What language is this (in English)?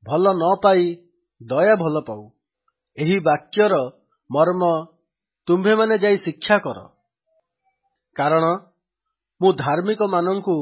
Odia